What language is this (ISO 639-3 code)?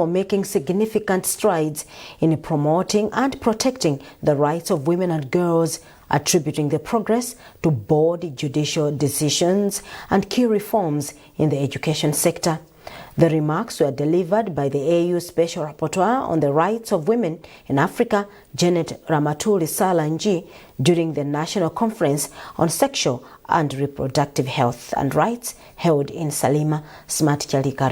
eng